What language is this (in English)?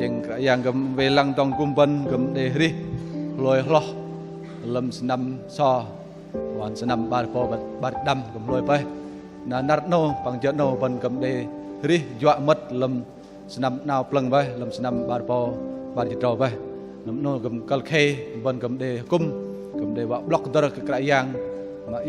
Bahnar